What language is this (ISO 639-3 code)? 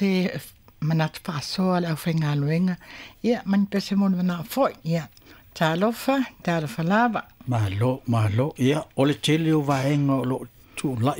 smo